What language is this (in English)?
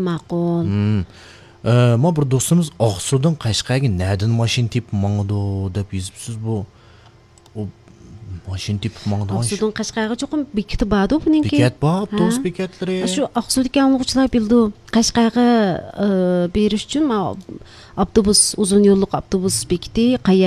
Uyghur